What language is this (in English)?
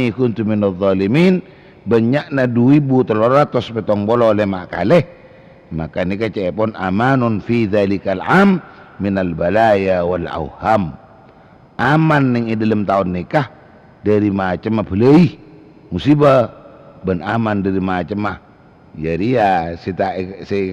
Madurese